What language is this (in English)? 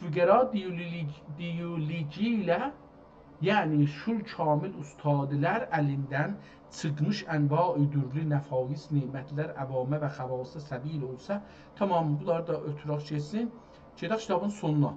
South Azerbaijani